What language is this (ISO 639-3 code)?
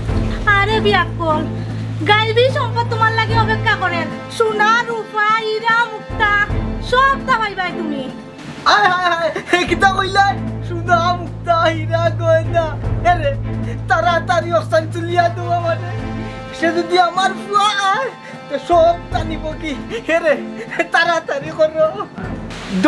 syl